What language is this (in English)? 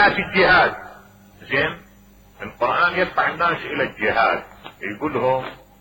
Mesopotamian Arabic